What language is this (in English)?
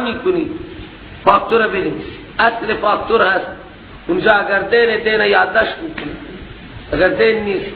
Persian